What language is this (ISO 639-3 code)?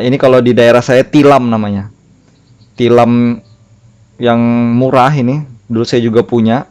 bjn